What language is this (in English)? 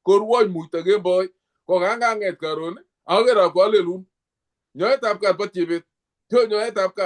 Kalenjin